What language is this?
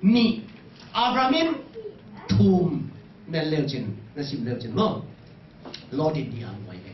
Tedim Chin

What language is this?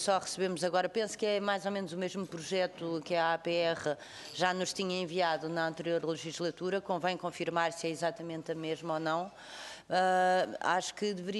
Portuguese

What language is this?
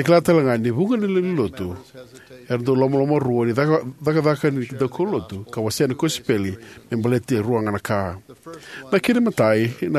Fijian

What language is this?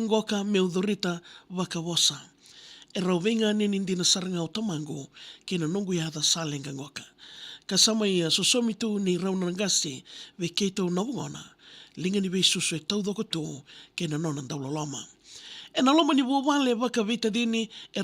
Fijian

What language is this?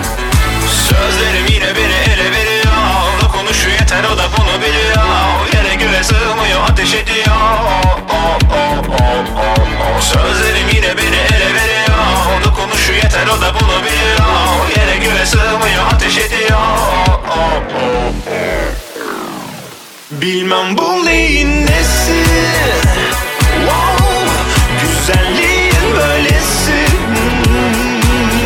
Turkish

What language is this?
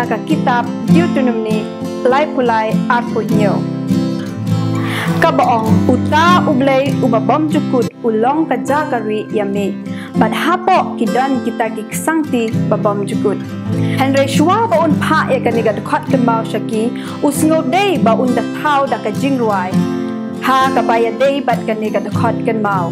Khasi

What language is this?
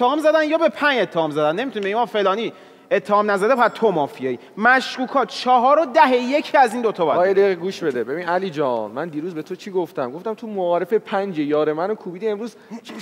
Persian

